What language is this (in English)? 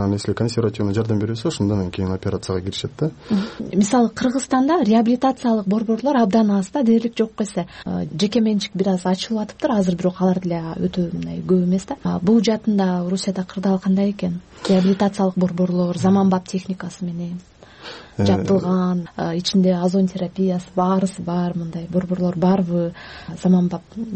Kyrgyz